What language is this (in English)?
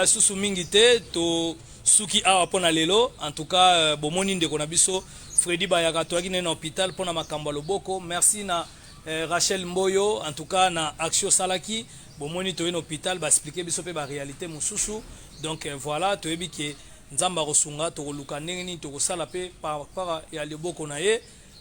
Lingala